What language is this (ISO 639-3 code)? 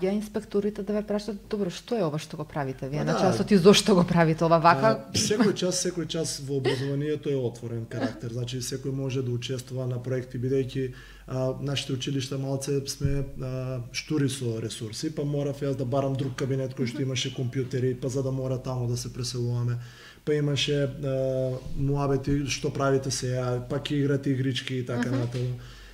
mkd